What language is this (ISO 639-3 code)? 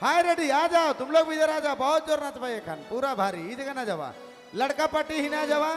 sck